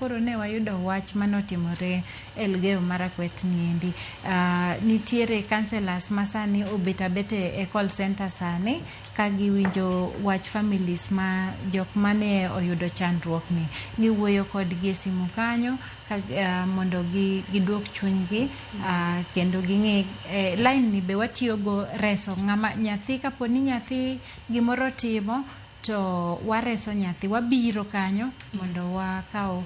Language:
Luo (Kenya and Tanzania)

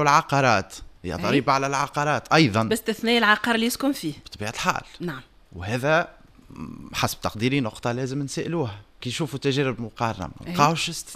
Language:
Tunisian Arabic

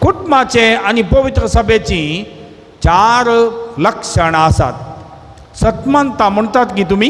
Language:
Konkani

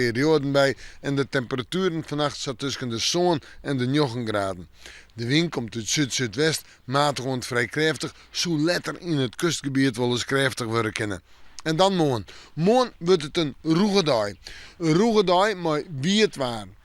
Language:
Western Frisian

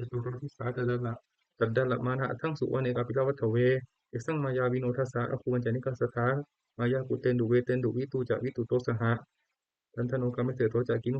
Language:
Pali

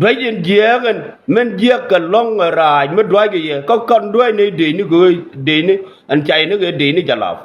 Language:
Nuer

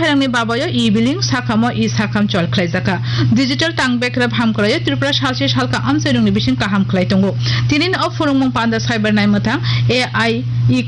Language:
Kok Borok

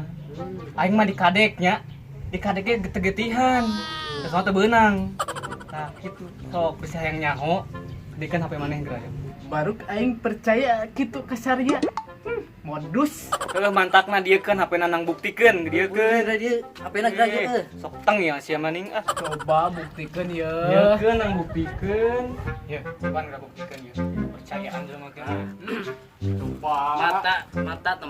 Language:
Sundanese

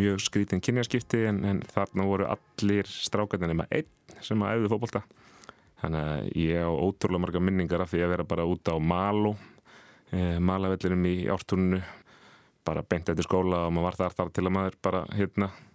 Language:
Icelandic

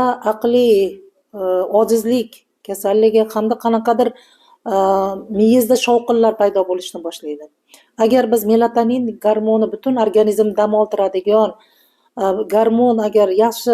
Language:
Uzbek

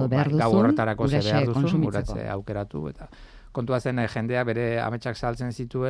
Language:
Basque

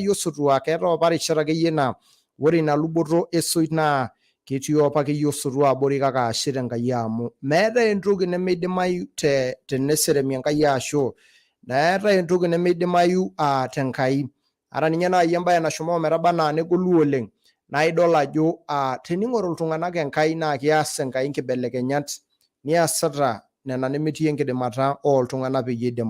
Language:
Masai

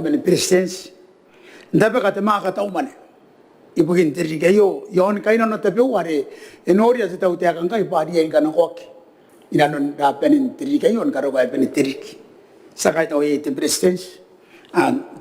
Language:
Gilbertese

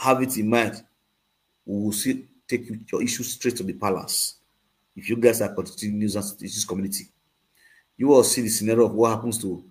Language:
Nigerian Pidgin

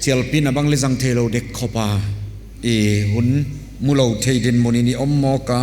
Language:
Paite Chin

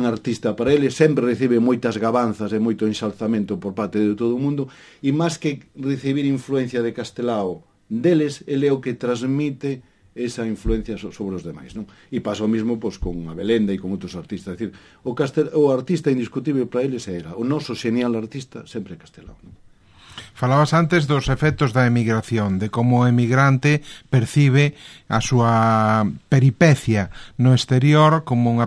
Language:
Galician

